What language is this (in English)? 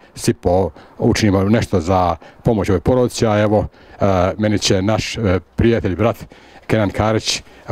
Bosnian